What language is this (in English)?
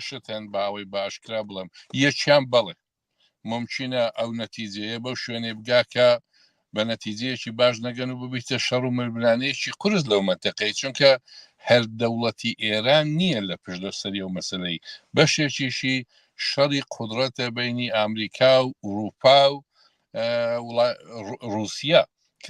Central Kurdish